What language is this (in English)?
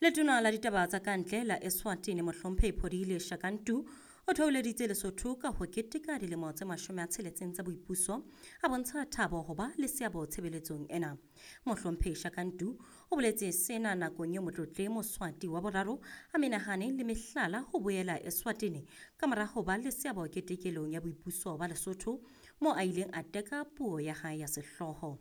Southern Sotho